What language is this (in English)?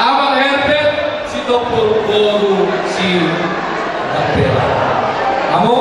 Batak Toba